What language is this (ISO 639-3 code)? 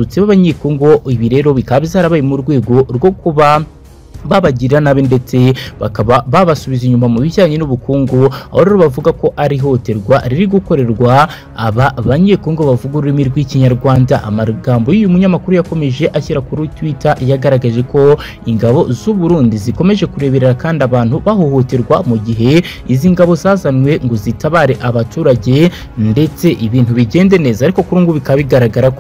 kin